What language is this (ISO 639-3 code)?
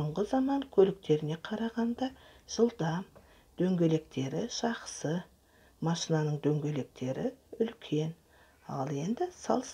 kaz